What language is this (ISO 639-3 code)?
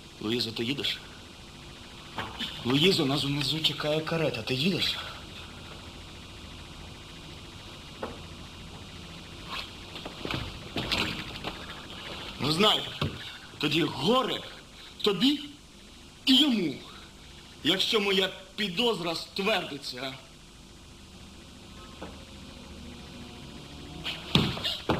ukr